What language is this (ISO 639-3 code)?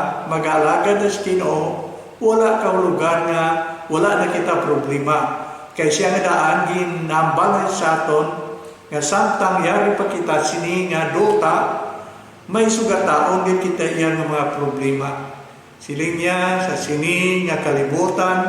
hil